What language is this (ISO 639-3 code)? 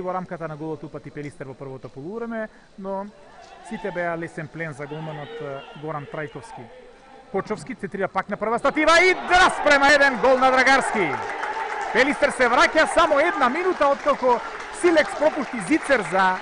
mkd